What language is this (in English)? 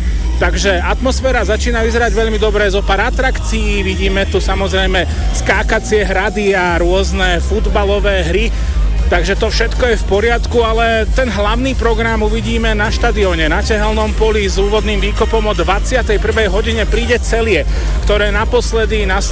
Slovak